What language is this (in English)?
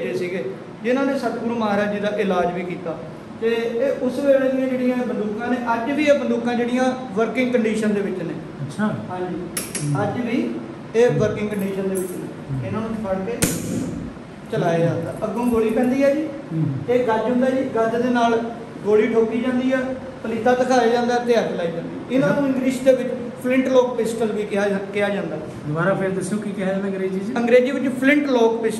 Punjabi